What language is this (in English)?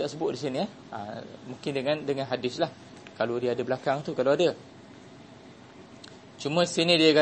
Malay